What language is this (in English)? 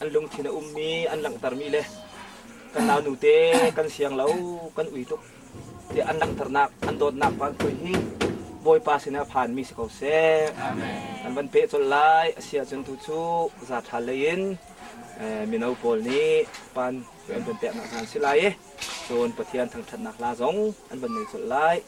Hakha Chin